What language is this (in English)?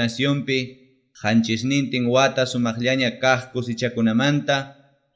Ayacucho Quechua